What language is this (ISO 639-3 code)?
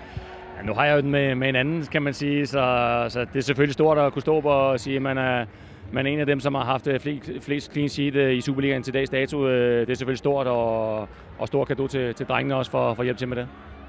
dan